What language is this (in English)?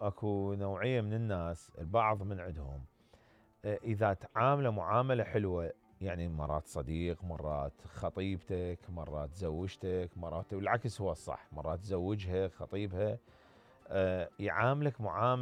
Mesopotamian Arabic